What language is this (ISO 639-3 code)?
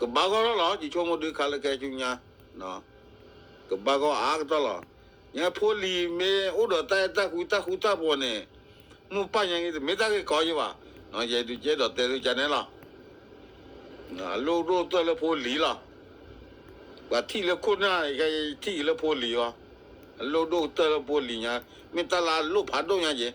ksw